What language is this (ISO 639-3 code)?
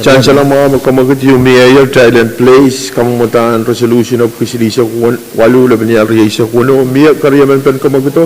pon